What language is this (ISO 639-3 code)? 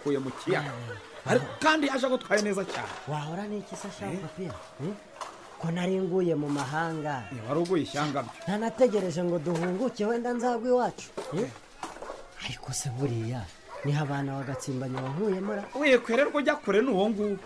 kin